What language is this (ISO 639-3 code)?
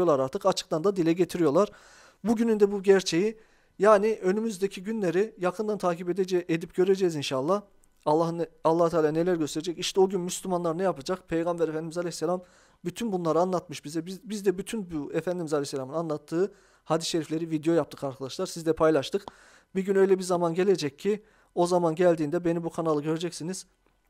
tur